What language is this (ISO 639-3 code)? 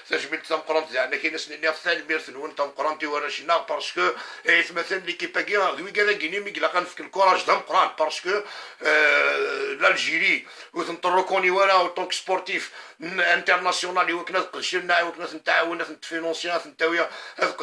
kab